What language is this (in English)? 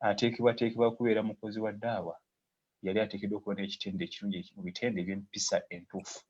Ganda